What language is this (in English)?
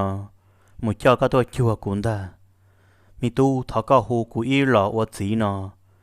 Hmong